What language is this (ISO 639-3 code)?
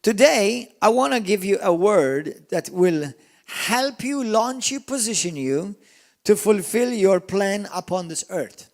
eng